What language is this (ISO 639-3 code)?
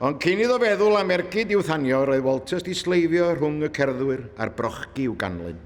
cym